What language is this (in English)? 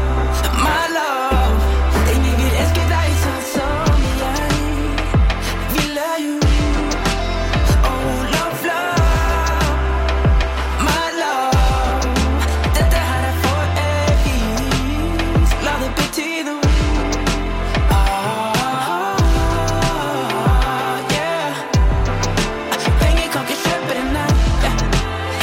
Norwegian